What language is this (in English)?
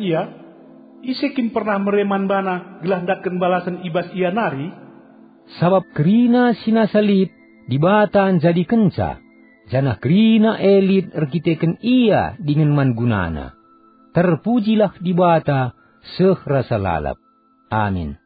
Batak Karo